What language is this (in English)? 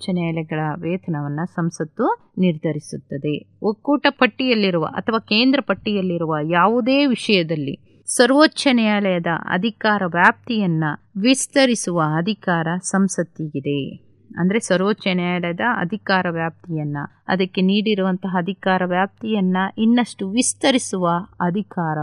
Kannada